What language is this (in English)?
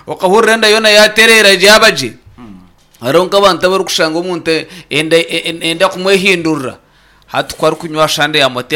Nyankole